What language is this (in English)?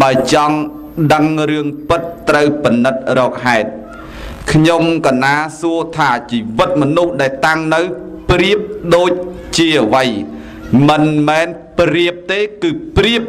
Khmer